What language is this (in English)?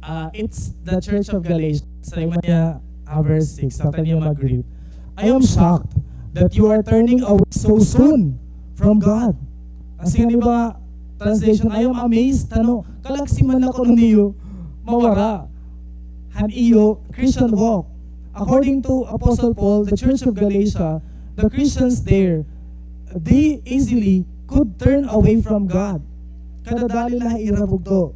Waray